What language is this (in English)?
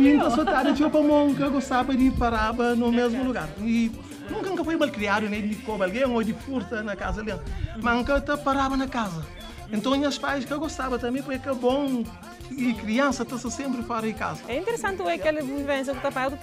Kabuverdianu